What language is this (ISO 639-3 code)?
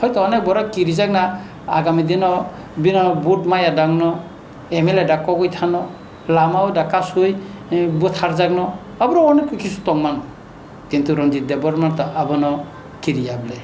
trp